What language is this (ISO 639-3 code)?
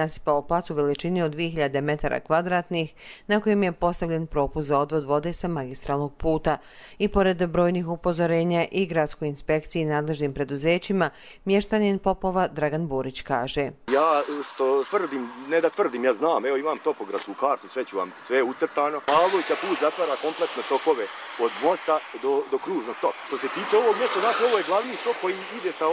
hrv